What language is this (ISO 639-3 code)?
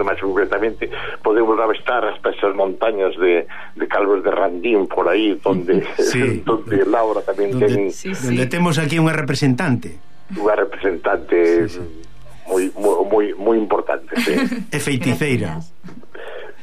glg